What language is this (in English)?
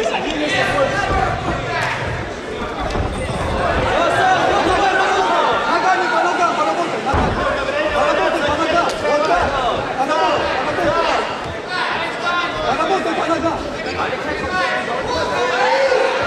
Russian